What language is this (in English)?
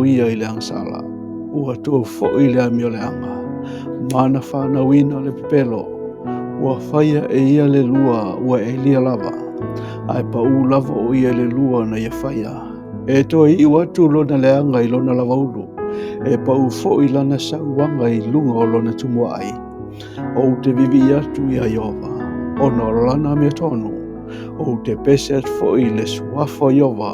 Samoan